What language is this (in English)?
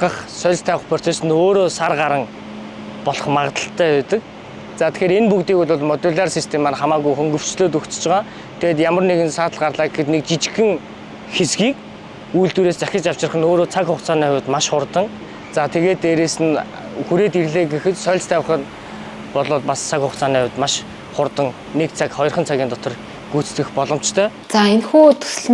Mongolian